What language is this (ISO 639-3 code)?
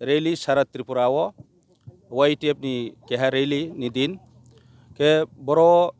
trp